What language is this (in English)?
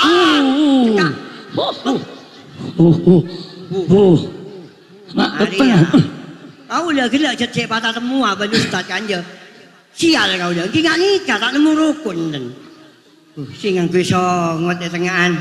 Madurese